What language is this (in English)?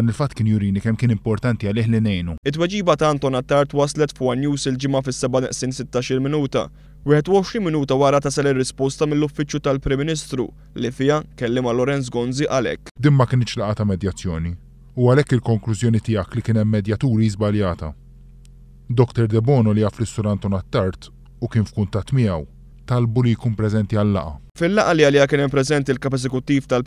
Maltese